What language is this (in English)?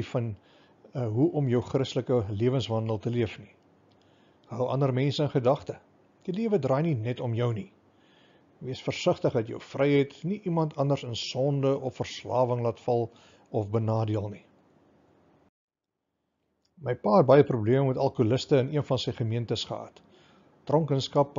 Afrikaans